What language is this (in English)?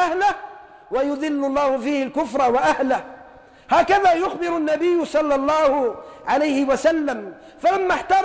Arabic